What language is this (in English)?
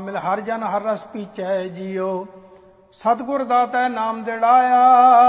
Punjabi